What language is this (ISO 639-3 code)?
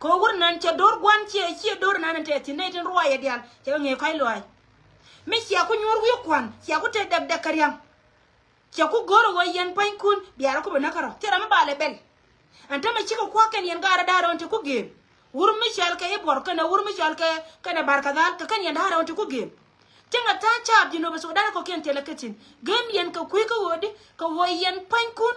nus